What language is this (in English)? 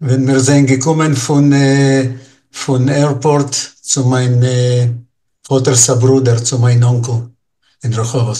Yiddish